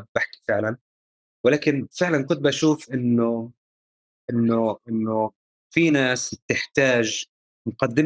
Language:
North Levantine Arabic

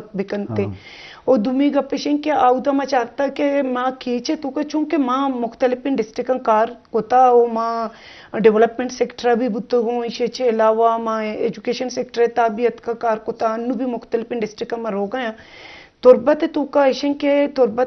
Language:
Eastern Balochi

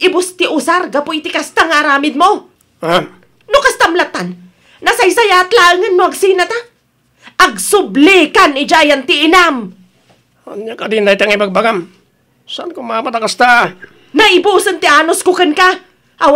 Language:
Iloko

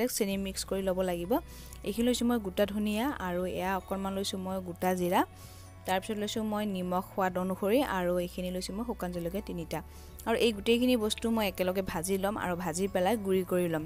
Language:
Assamese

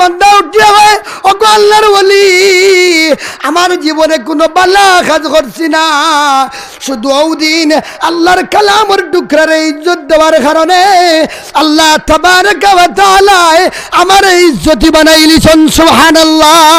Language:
Sylheti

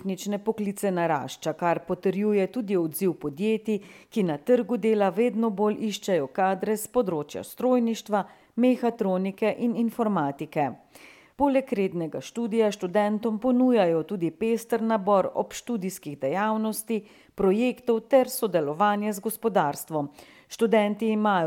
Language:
Slovenian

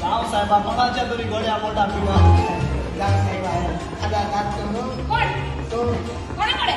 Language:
Konkani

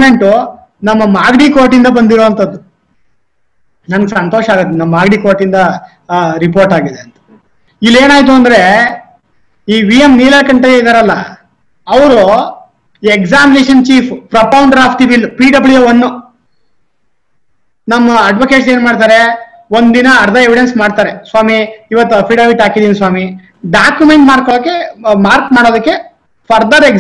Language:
Kannada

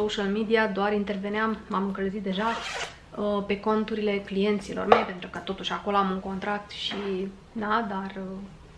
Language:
Romanian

